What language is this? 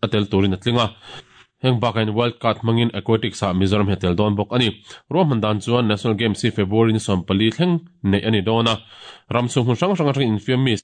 Mizo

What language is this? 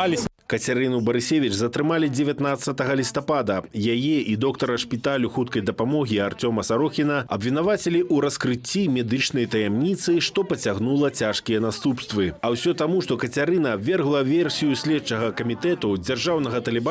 Belarusian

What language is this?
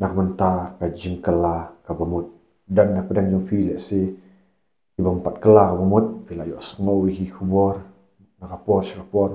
Khasi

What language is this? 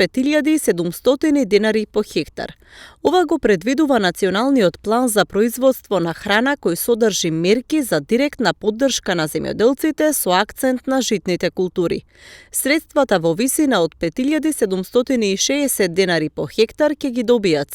Macedonian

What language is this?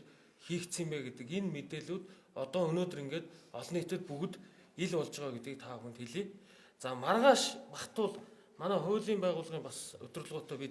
Mongolian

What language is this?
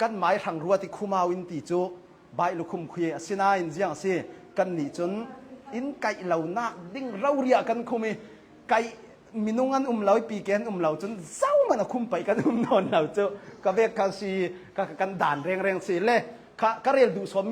Hakha Chin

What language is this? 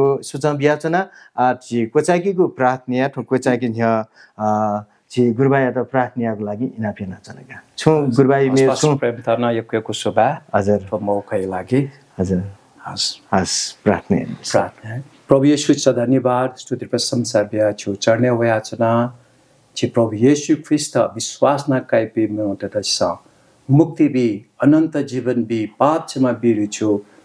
Newari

